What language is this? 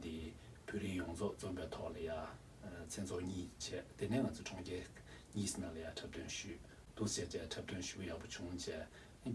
Tibetan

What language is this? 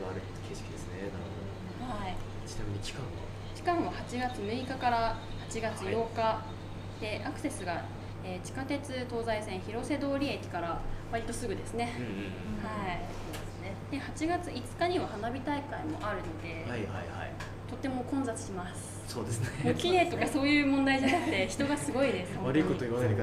Japanese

